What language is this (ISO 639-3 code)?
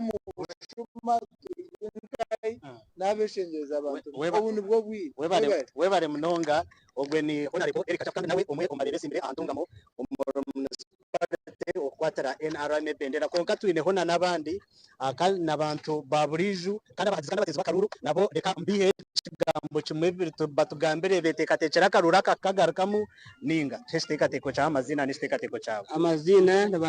nyn